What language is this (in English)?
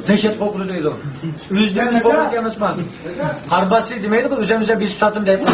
Uyghur